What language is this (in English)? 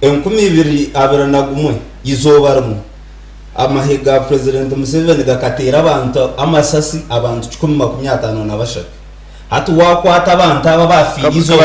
Nyankole